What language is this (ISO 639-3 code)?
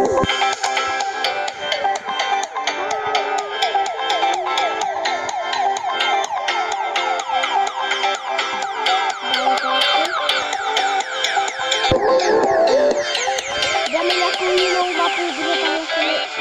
ces